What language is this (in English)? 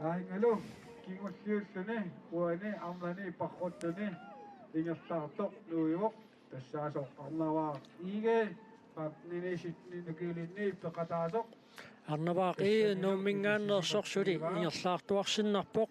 Kalaallisut